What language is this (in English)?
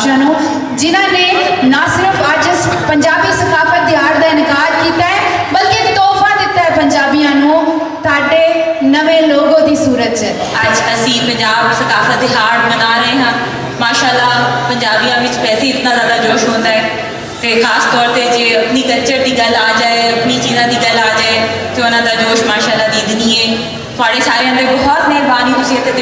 Western Panjabi